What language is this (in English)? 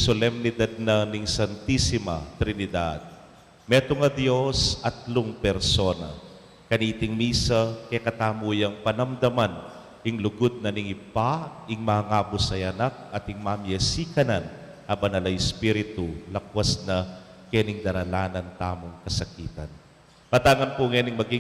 Pampanga